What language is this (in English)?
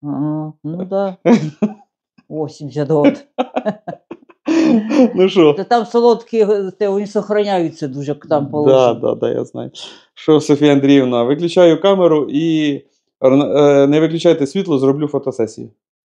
Ukrainian